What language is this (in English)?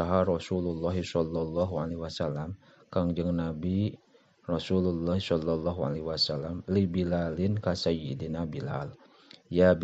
Sundanese